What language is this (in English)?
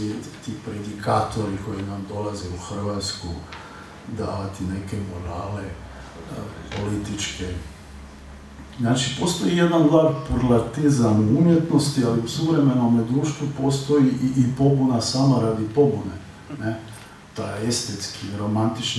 Croatian